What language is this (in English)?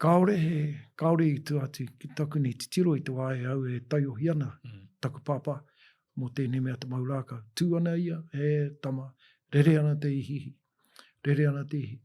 Māori